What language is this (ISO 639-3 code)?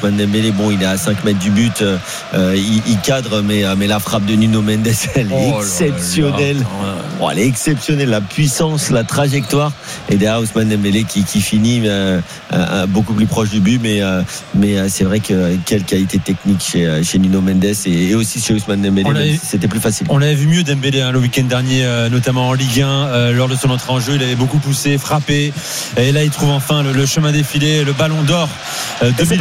fra